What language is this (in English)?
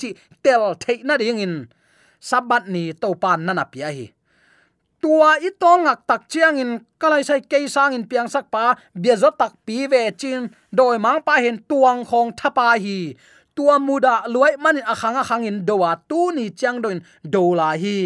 Tedim Chin